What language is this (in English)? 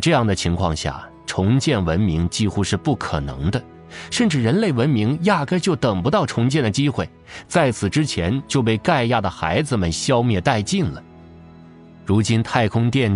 Chinese